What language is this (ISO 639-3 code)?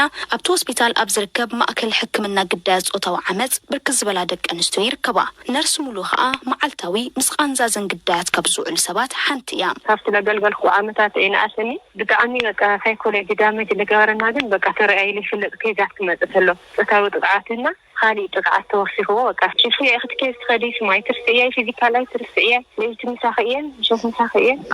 tir